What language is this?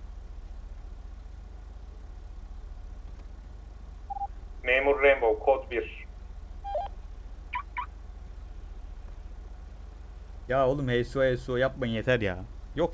Turkish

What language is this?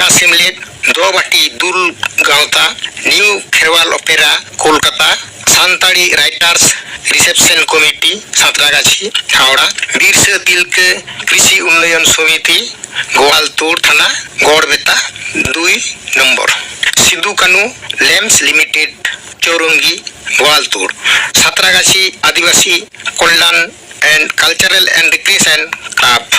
Santali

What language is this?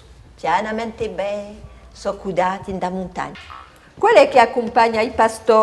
Corsican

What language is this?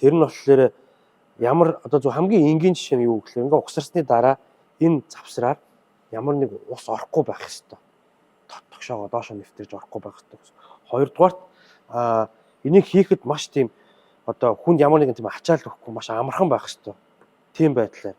Mongolian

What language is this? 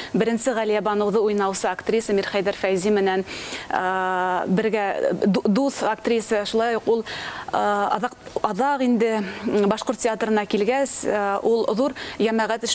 Bashkir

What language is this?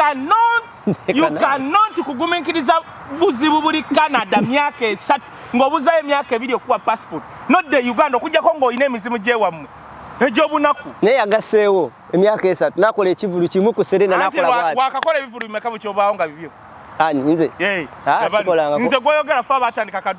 Ganda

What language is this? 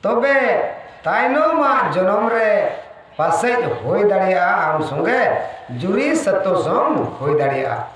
Santali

